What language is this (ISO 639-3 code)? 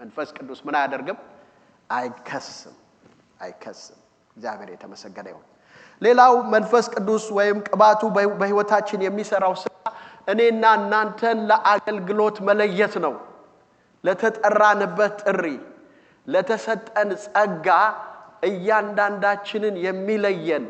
amh